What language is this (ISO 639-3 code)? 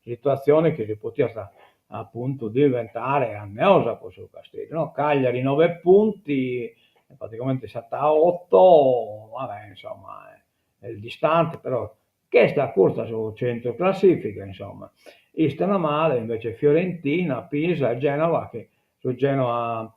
srd